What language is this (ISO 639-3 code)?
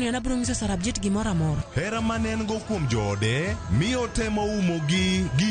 luo